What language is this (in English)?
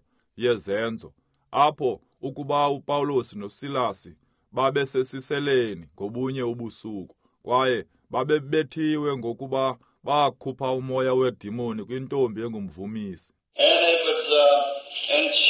Xhosa